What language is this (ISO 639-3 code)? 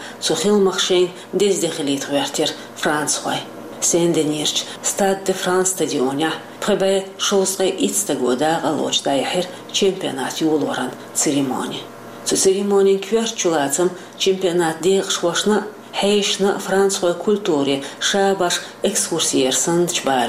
che